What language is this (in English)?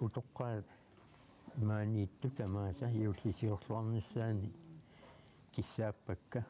Kalaallisut